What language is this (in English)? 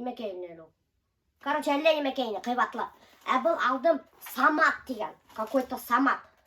Bashkir